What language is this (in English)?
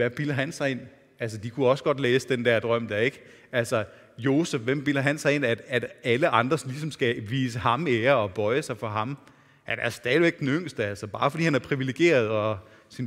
Danish